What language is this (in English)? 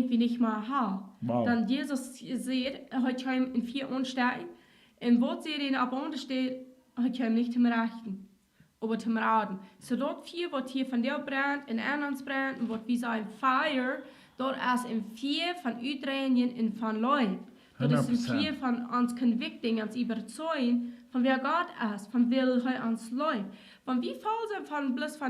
Plautdietsch